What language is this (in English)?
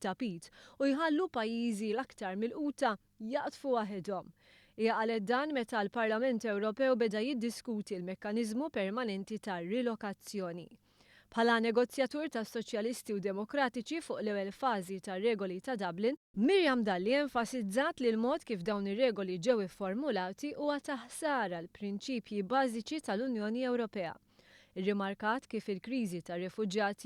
Maltese